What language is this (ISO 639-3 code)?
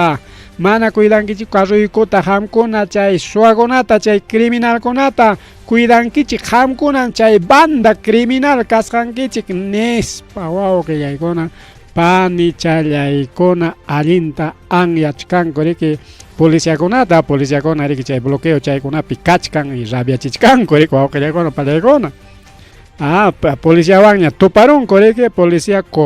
quy